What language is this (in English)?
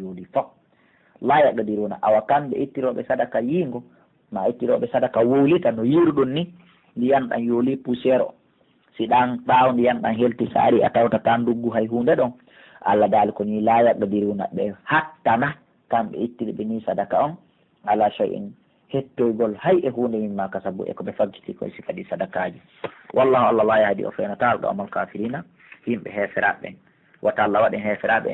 Pular